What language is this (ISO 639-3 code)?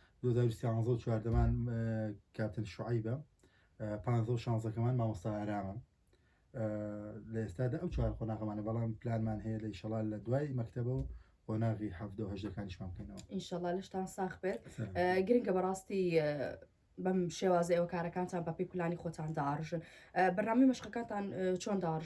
ckb